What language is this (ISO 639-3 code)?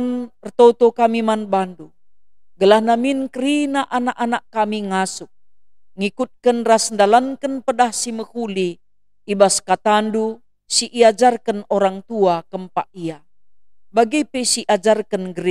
btx